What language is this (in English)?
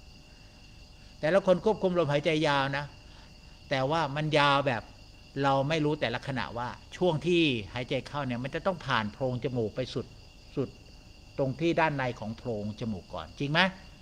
Thai